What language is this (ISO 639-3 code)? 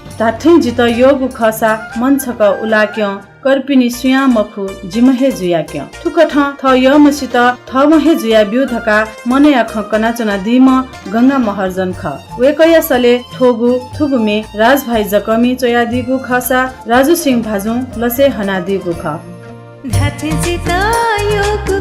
new